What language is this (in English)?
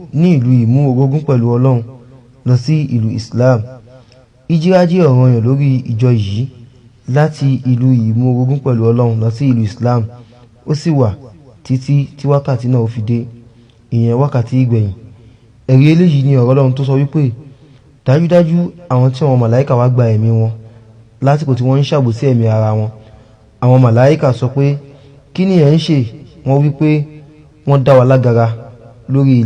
Yoruba